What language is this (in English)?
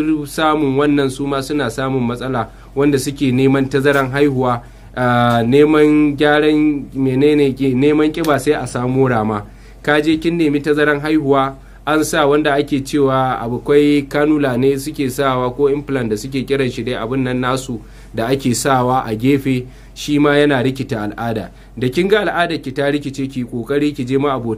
Hausa